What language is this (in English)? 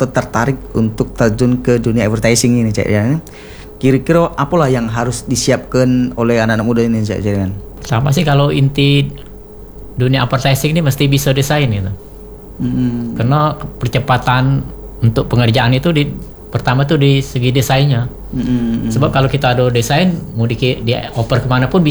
Indonesian